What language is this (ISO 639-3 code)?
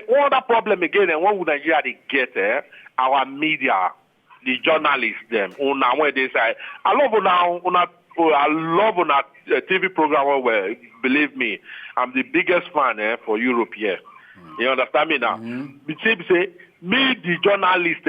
pcm